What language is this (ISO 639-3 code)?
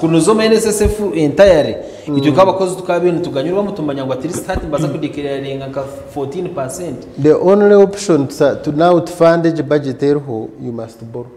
nyn